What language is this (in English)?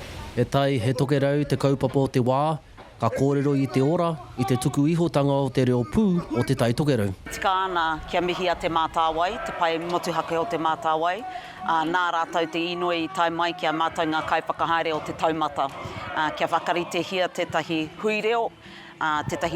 Māori